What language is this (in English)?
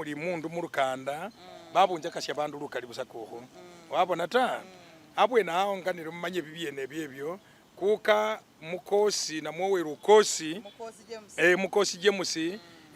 Masaaba